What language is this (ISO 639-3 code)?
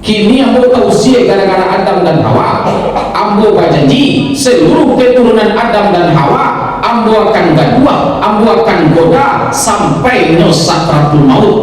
min